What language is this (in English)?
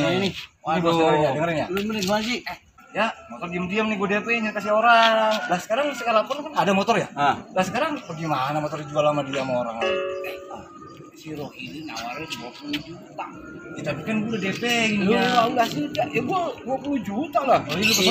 Betawi